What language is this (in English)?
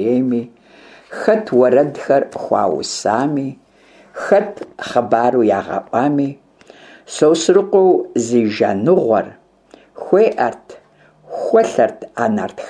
Kabardian